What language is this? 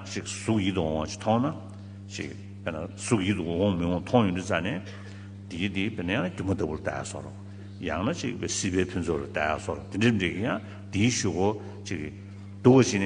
Tibetan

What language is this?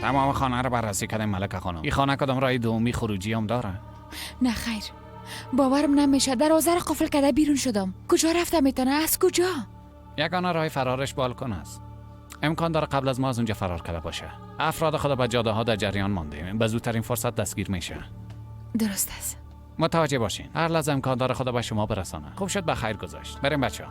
Persian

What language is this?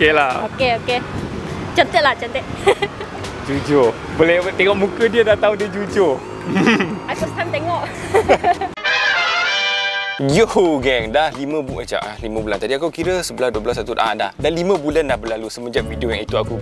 Malay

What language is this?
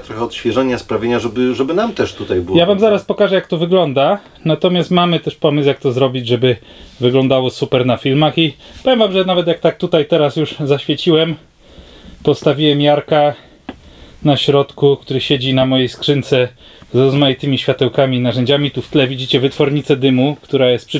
Polish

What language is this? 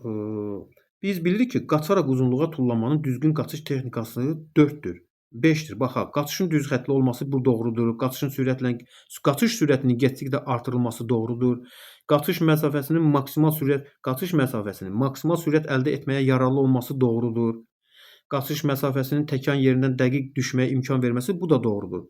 Azerbaijani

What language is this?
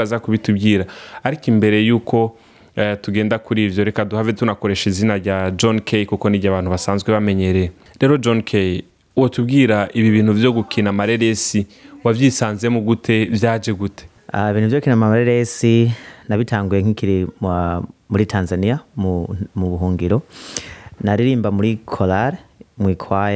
Rundi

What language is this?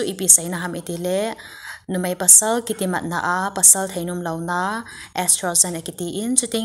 Thado Chin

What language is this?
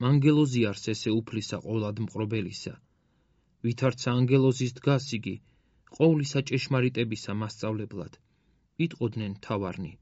Georgian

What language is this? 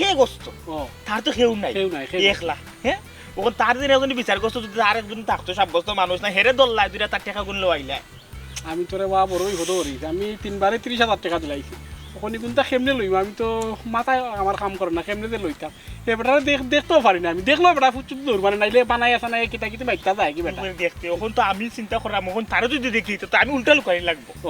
Sylheti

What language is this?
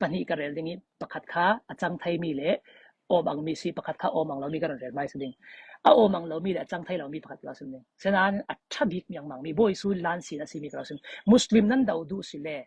Falam Chin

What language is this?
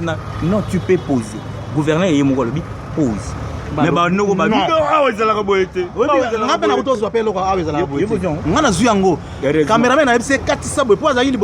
Lingala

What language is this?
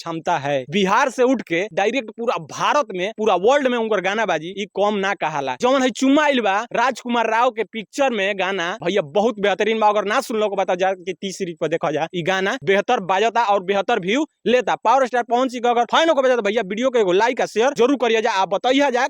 Bhojpuri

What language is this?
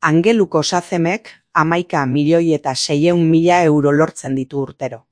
Basque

